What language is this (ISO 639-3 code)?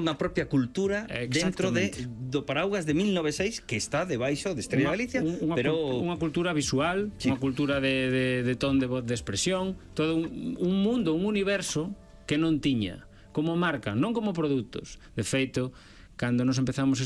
glg